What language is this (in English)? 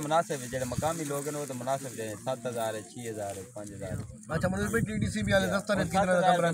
Saraiki